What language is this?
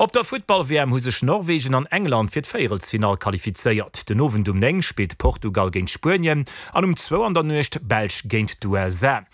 Luxembourgish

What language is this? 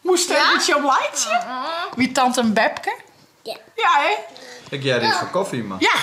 Western Frisian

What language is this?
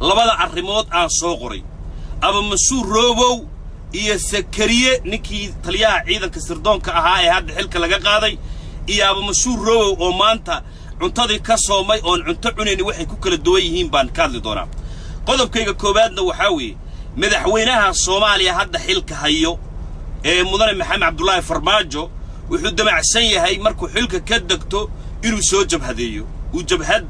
Somali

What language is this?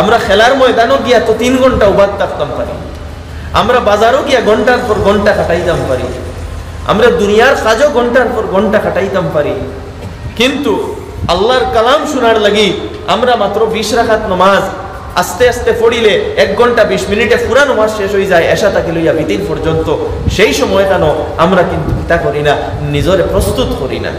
Sylheti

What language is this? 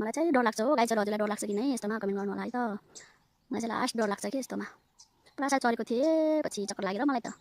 Nepali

